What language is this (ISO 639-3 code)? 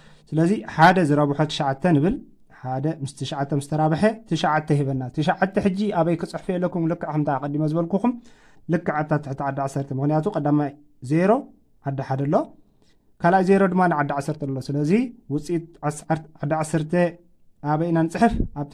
tir